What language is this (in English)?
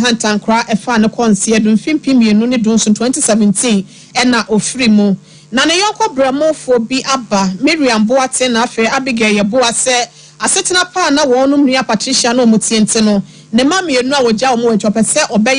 Akan